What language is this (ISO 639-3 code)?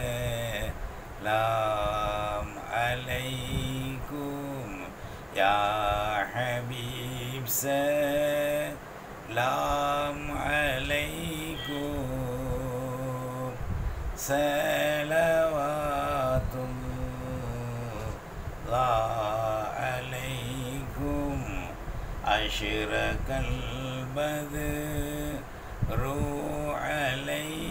tam